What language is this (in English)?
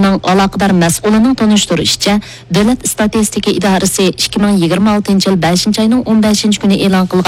Uyghur